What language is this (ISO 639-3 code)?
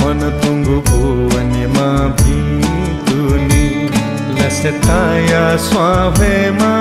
new